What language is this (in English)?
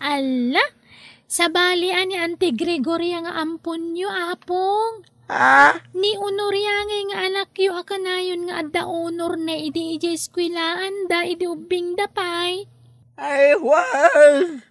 Iloko